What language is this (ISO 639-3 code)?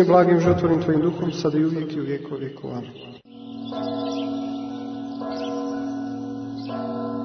srp